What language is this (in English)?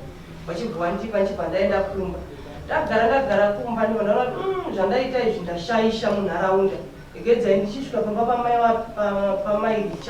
Shona